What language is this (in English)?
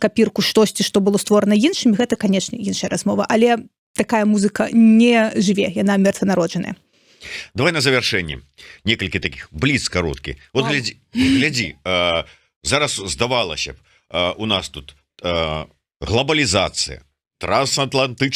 Belarusian